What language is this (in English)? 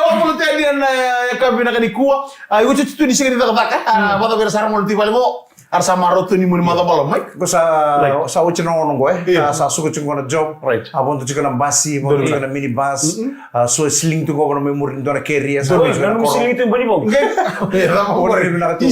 Fijian